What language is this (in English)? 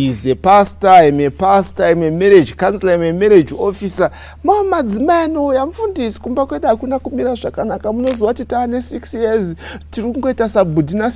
Shona